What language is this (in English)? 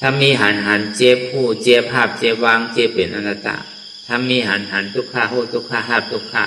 Shan